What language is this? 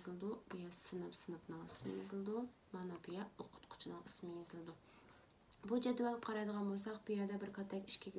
Uyghur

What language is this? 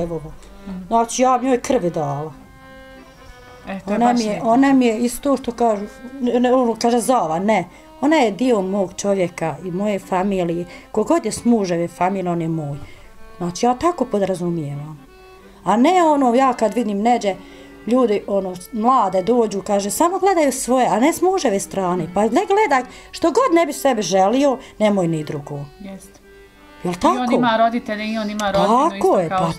Bosnian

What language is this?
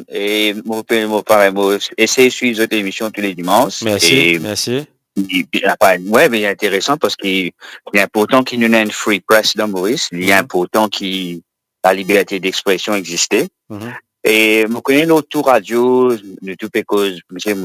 Morisyen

